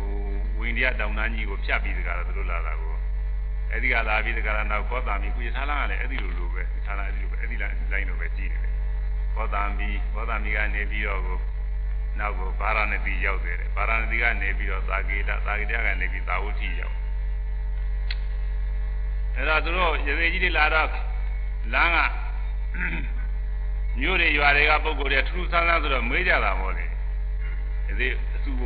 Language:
Burmese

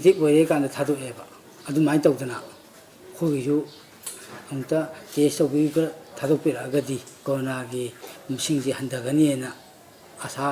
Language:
Manipuri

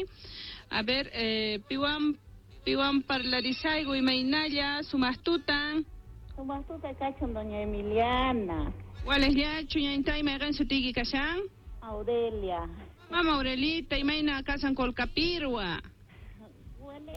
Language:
South Bolivian Quechua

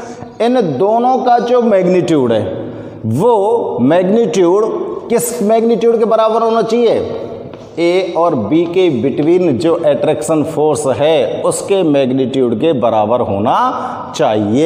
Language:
Hindi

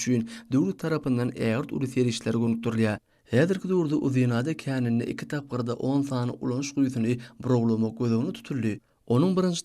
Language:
Turkmen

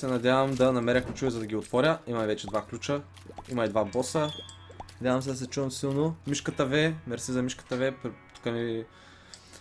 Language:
Bulgarian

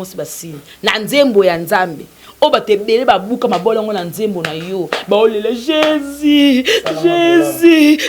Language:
Lingala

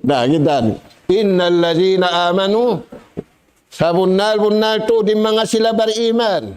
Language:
Tausug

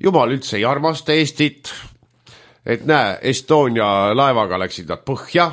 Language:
Estonian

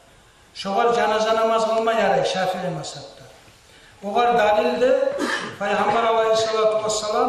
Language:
Kumyk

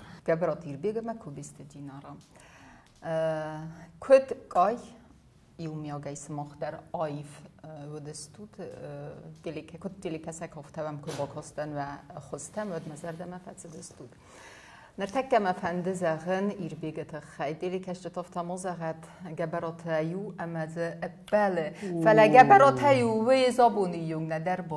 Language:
Ossetic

